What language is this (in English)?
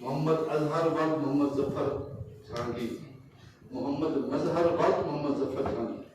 Saraiki